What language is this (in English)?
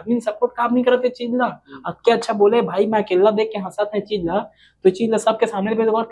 Chhattisgarhi